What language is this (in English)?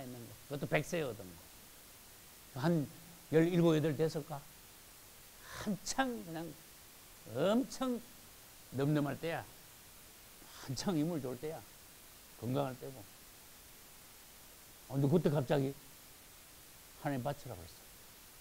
Korean